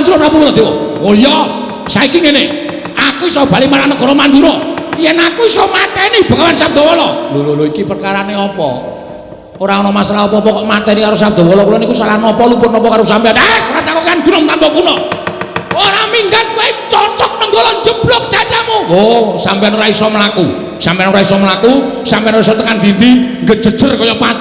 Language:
Javanese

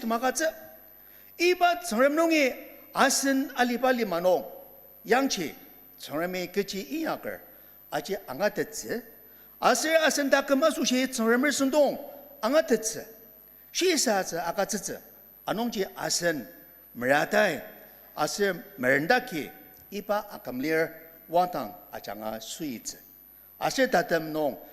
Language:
Ao Naga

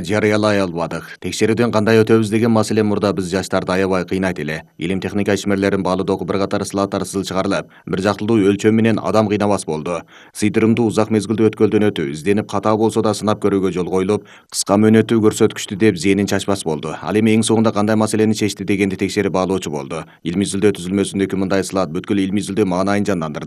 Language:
Kyrgyz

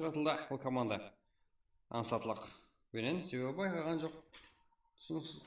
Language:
Kara-Kalpak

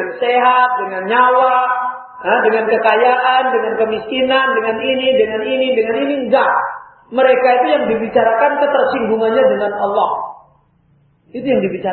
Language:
Indonesian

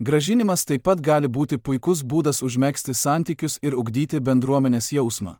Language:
Lithuanian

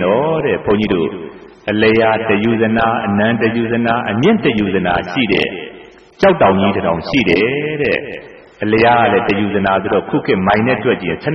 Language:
Burmese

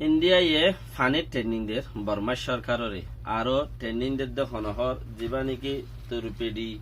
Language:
Rohingya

